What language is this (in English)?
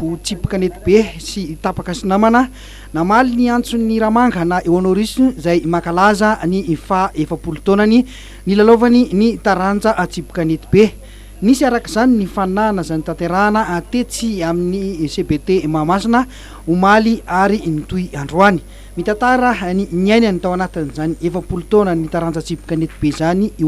Malagasy